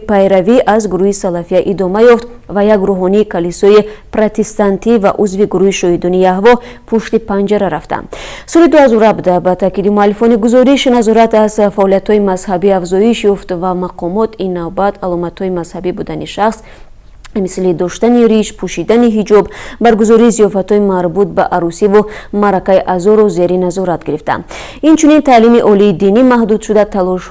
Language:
Tajik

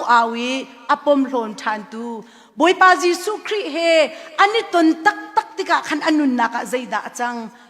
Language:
Hakha Chin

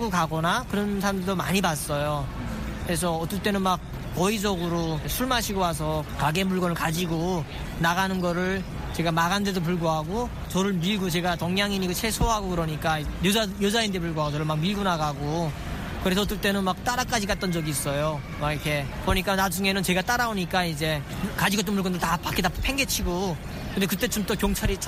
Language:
Korean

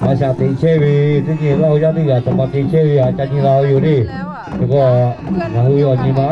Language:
Lahu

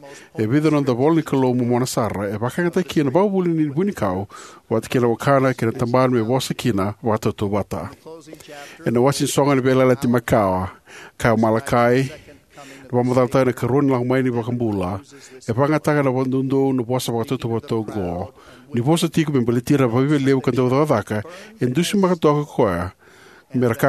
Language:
Fijian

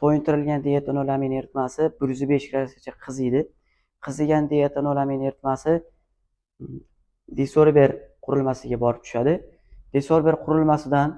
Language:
Uzbek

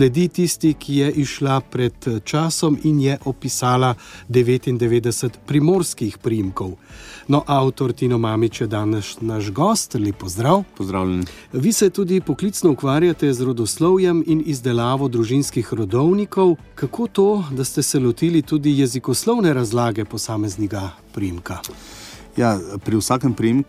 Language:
Slovenian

